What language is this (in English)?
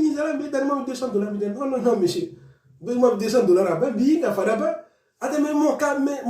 Sango